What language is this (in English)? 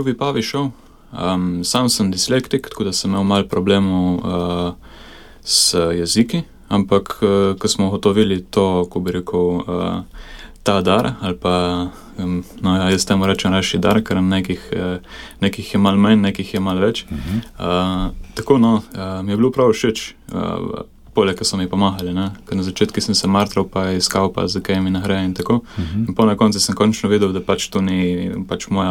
Slovenian